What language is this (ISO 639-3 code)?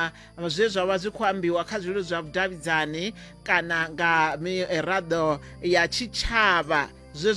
ven